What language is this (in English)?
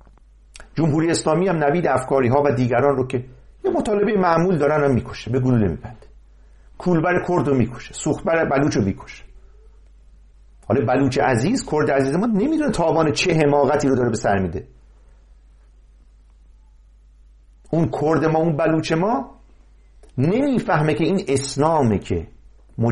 Persian